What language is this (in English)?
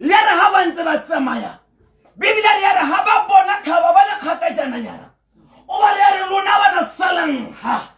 Tswana